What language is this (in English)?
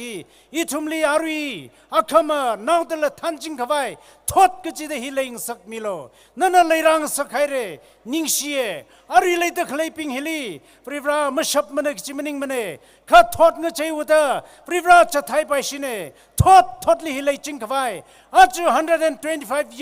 Tangkhul Naga (India)